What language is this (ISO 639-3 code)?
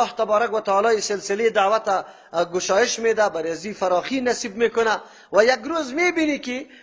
fas